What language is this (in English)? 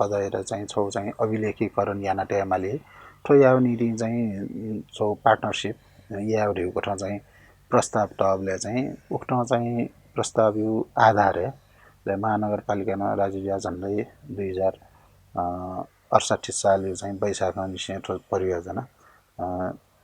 Newari